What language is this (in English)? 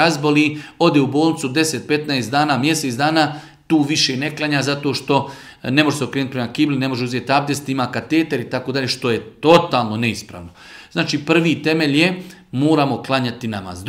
Bosnian